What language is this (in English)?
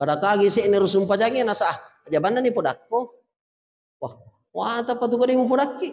Buginese